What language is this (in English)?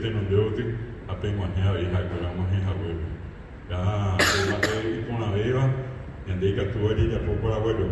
Guarani